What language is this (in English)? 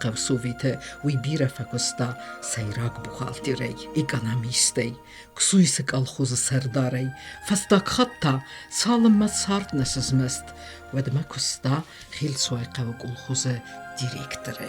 Ossetic